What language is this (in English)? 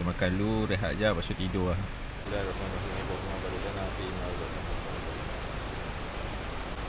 Malay